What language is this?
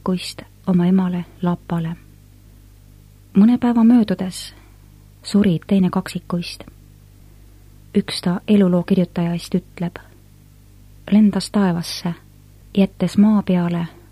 Estonian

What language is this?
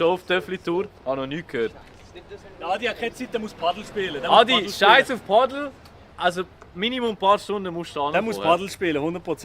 Swiss German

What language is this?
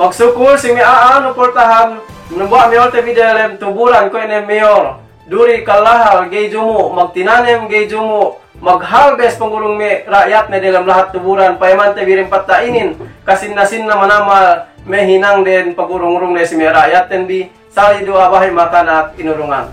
Yakan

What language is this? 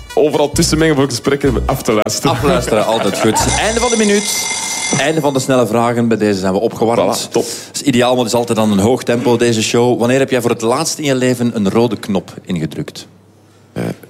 Dutch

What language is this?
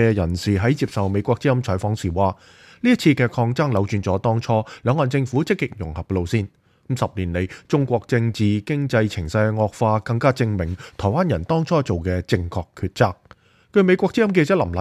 Cantonese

